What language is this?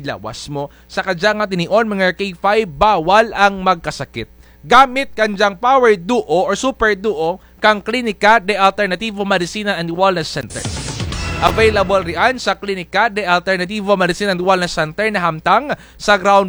Kinaray-a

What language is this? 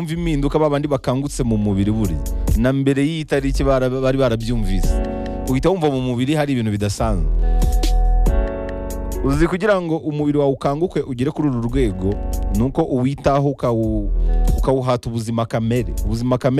Kinyarwanda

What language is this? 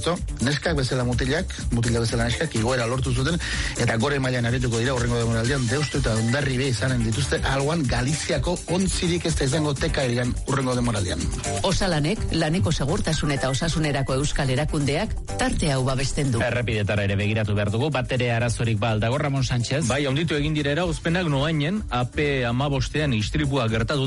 Basque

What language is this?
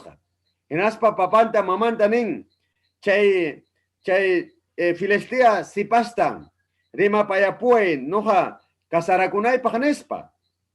Ayacucho Quechua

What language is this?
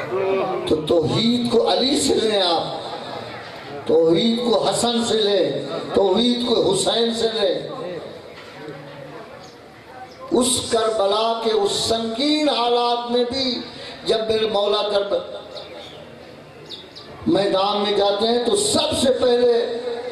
Urdu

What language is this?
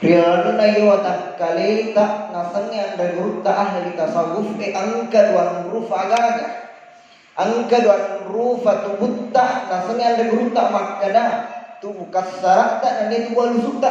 Buginese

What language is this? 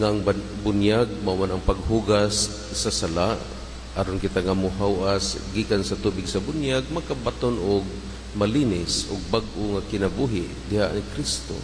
Cebuano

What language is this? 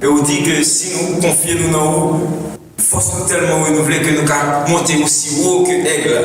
Haitian Creole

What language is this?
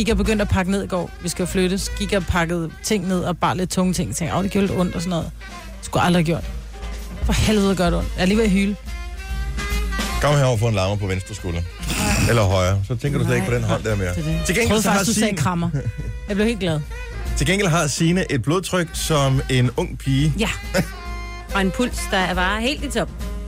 Danish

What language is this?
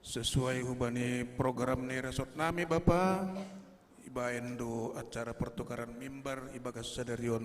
Batak Simalungun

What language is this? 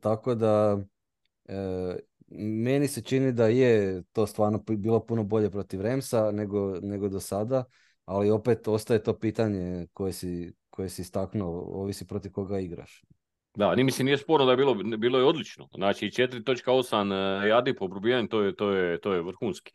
Croatian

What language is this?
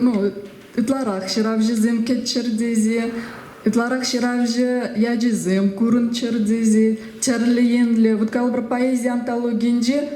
Chuvash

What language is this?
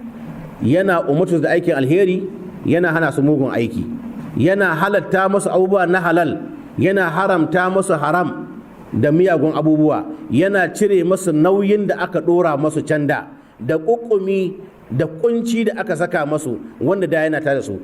Hausa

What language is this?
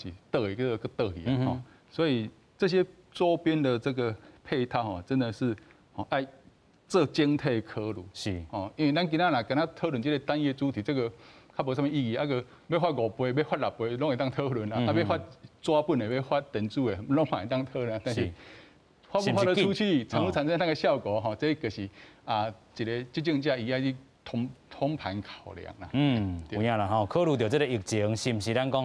Min Nan Chinese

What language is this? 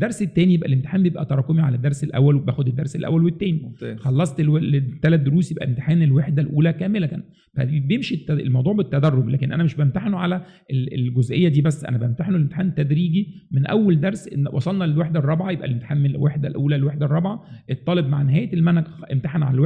Egyptian Arabic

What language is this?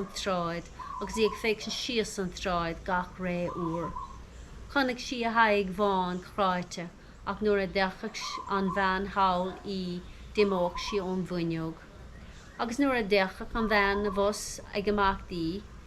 Irish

